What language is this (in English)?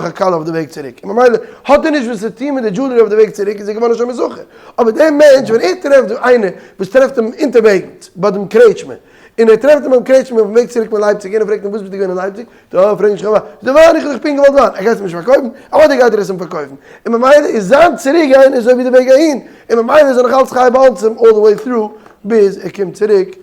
Yiddish